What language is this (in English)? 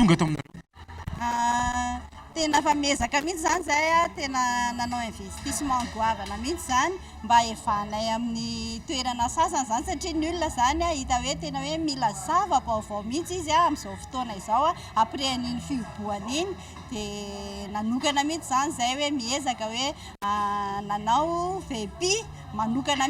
Malagasy